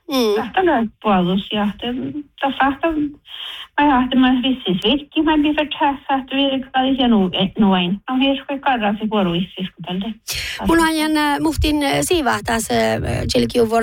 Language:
Northern Sami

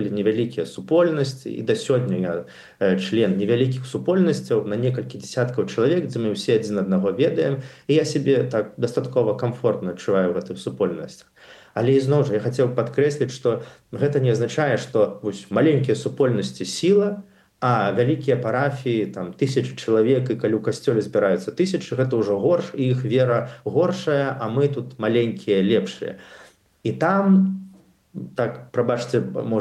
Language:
Belarusian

